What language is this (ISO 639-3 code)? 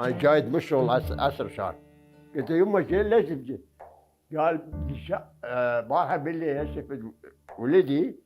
acm